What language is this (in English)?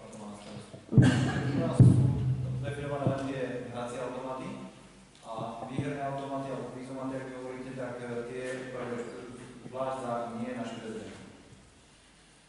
Slovak